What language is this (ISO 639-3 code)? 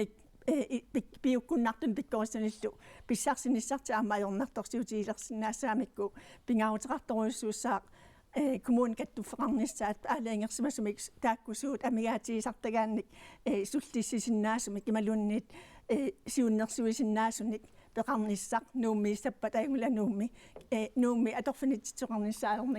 kal